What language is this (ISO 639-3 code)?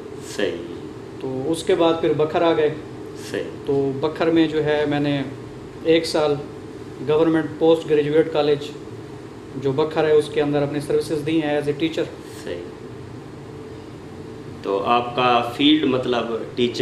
urd